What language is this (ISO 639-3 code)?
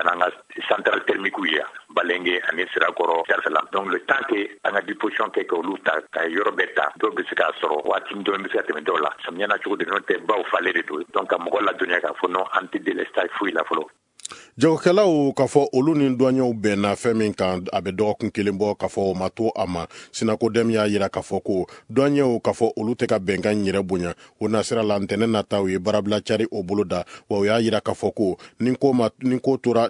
bam